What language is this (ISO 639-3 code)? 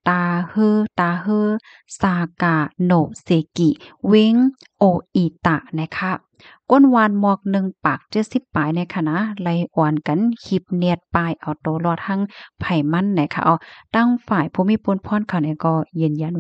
shn